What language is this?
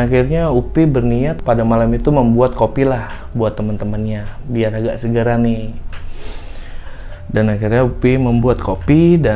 Indonesian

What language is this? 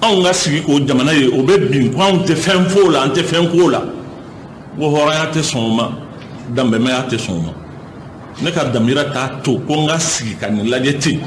Bambara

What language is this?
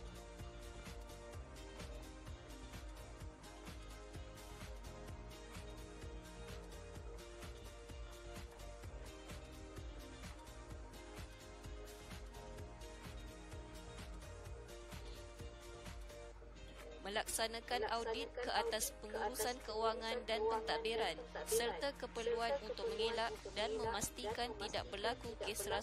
Malay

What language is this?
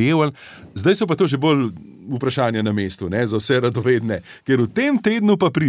Slovenian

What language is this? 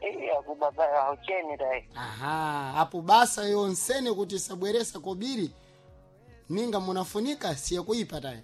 Sena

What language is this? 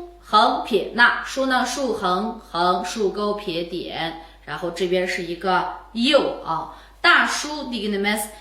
Uyghur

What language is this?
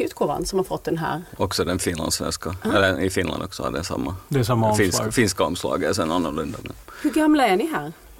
Swedish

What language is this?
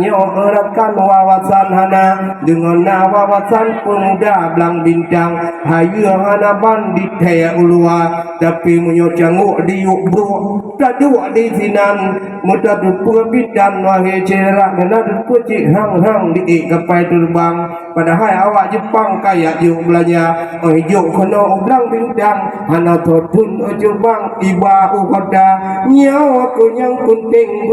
Achinese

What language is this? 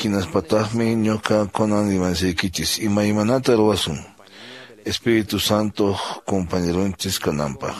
Quechua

